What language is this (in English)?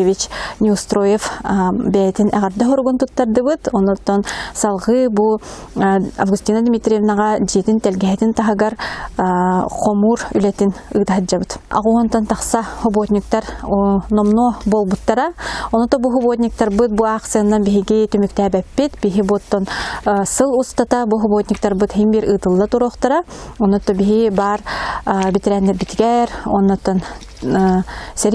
Yakut